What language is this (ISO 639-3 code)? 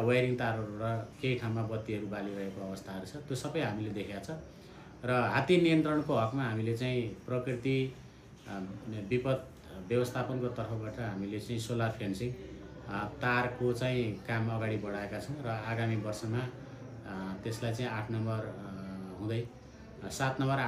nep